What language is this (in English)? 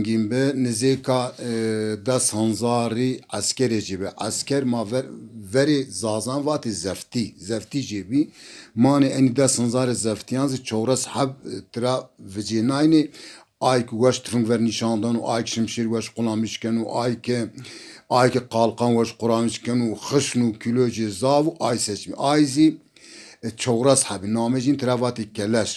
Zaza